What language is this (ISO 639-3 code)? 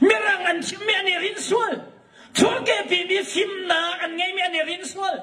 cnh